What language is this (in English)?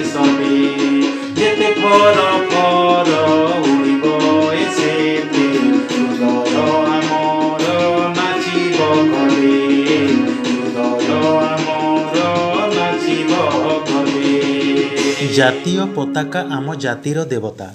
Odia